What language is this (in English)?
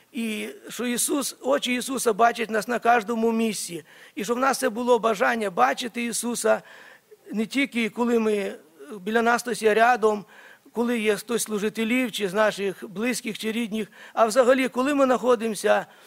Ukrainian